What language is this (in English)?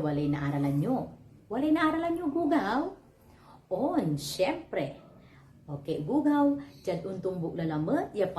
Pangasinan